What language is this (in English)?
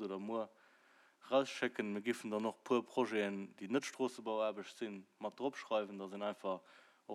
Luxembourgish